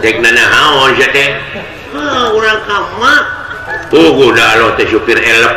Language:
Sundanese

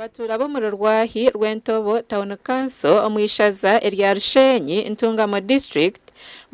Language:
Nyankole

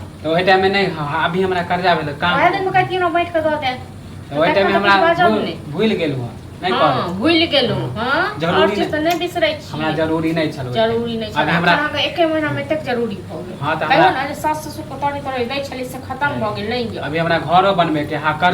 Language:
Maithili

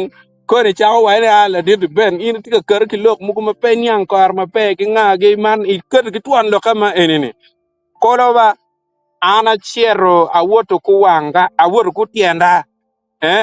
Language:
Acoli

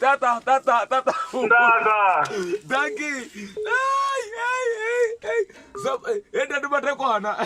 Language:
Venda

